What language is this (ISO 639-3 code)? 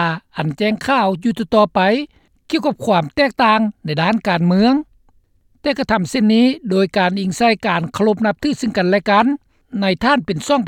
lao